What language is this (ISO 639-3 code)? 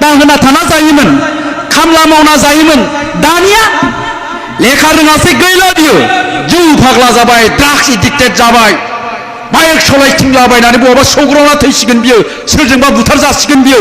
brx